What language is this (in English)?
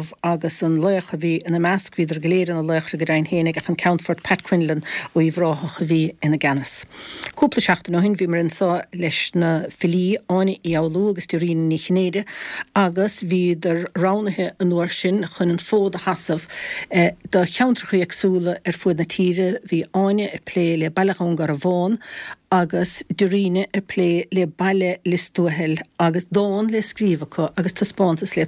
Irish